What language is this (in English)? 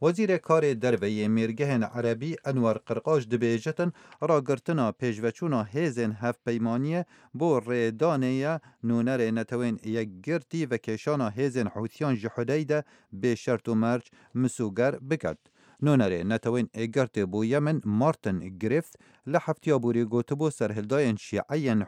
Kurdish